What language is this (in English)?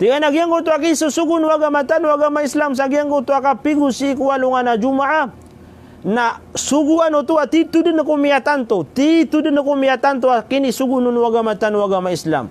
Maranao